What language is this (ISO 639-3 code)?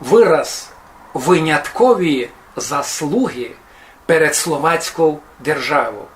rue